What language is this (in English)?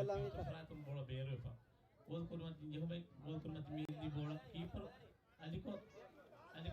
Divehi